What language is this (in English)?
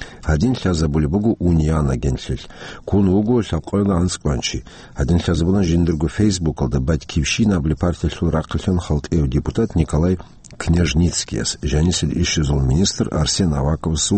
Avaric